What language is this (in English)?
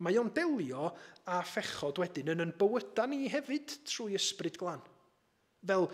Welsh